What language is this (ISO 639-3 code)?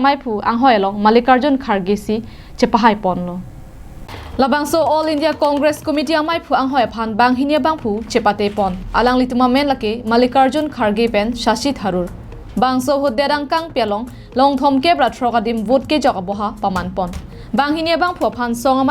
mjw